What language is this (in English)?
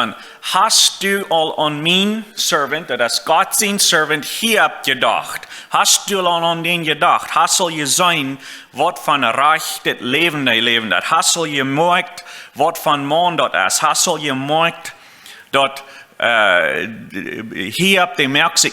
Plautdietsch